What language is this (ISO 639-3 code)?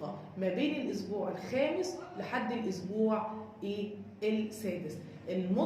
arz